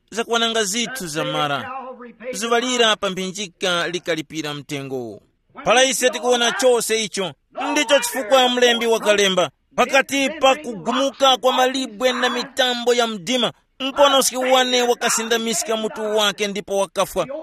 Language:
Tumbuka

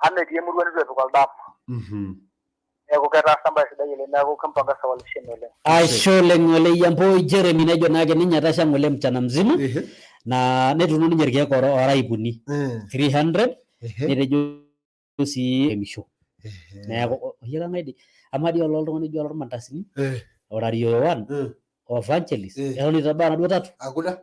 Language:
Masai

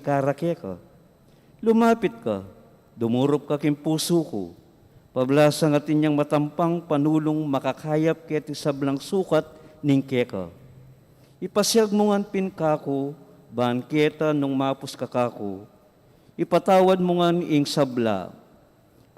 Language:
Pampanga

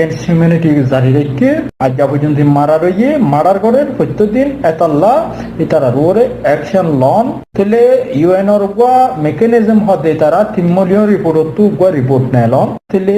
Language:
Rohingya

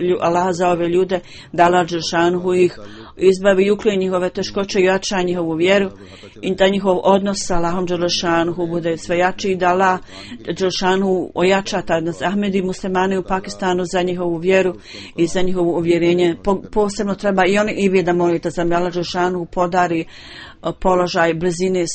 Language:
Bosnian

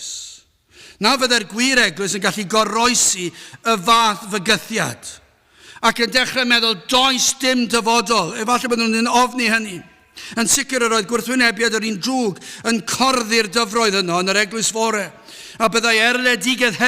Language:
Welsh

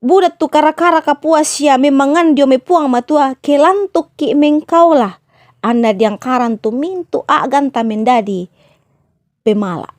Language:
Toraja-Sa'dan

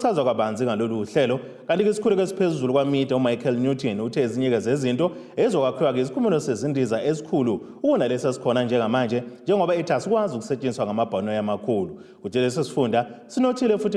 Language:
Zulu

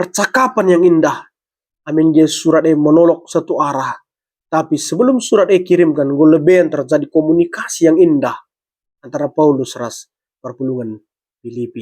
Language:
Batak Karo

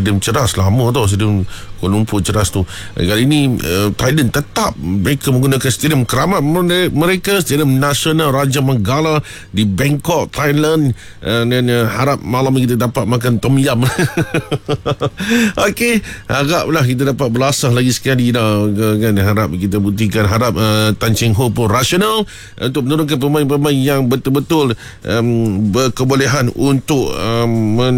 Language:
Malay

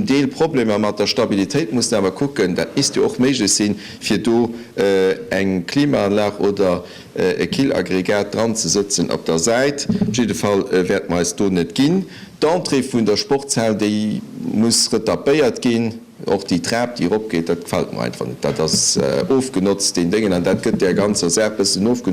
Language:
Luxembourgish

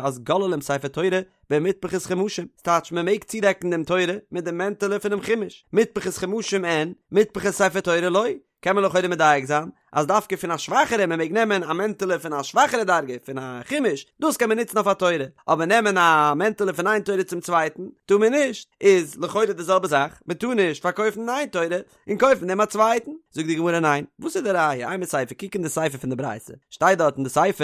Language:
Yiddish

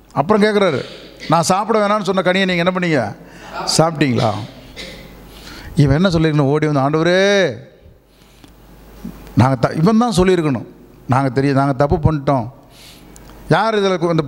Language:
Tamil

